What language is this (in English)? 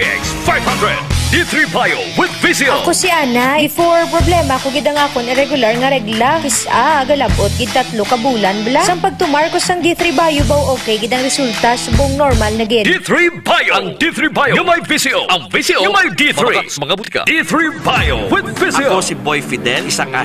Hiligaynon